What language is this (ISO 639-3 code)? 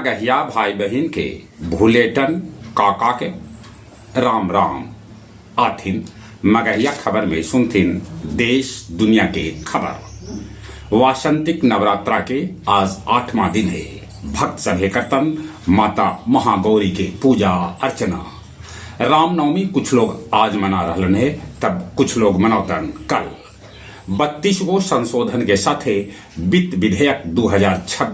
mag